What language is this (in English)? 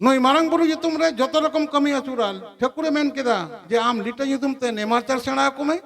Santali